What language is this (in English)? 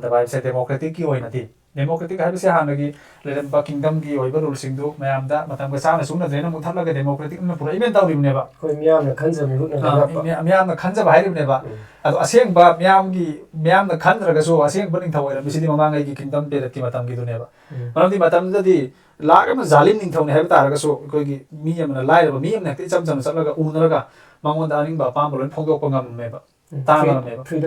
Manipuri